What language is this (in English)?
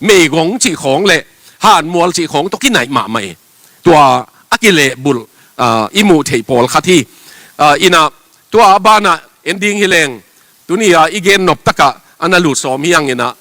Tedim Chin